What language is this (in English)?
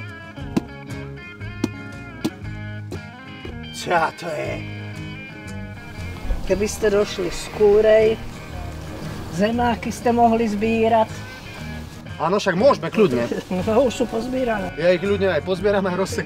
Slovak